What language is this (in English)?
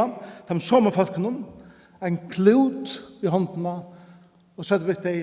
Faroese